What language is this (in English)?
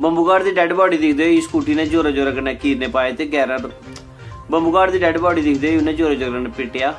Dogri